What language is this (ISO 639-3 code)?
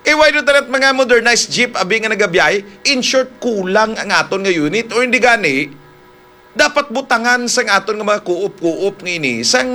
hil